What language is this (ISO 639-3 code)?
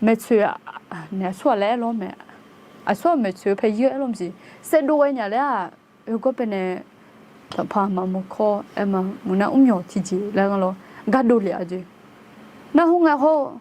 ahk